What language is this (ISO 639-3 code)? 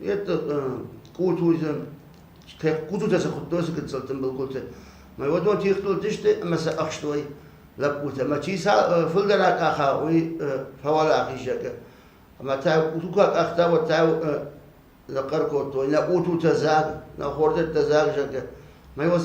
oss